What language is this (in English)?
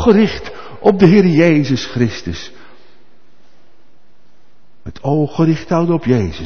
Dutch